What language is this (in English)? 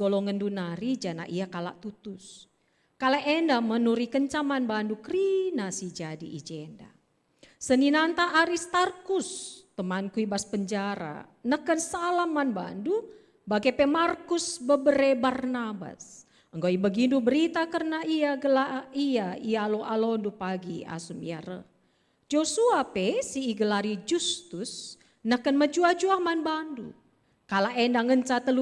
Batak Karo